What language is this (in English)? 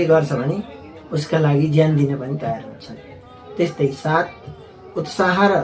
Nepali